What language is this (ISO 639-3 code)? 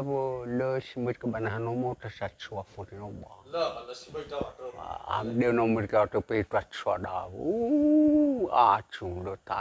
nia